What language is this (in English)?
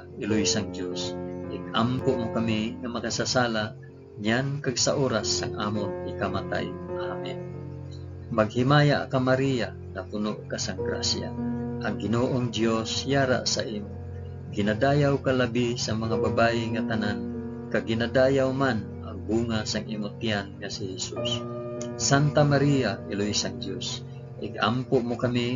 Hiligaynon